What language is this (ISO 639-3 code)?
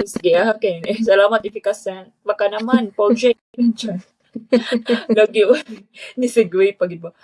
ceb